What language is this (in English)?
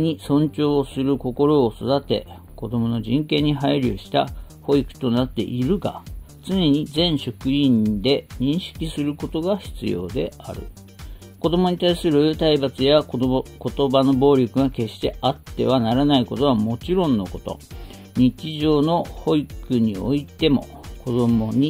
Japanese